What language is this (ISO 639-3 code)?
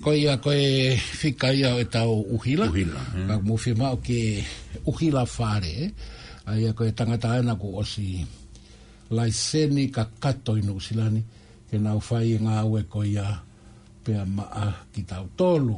ton